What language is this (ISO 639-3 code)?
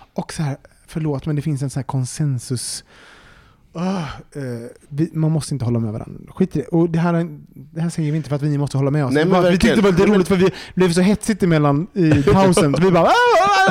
swe